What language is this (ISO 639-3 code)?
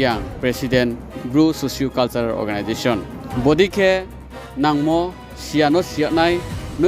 ria